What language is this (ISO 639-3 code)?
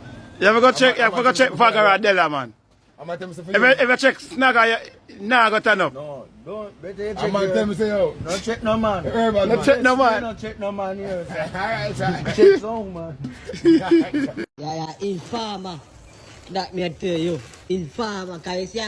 jam